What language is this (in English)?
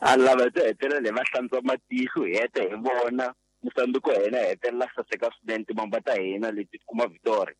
Tsonga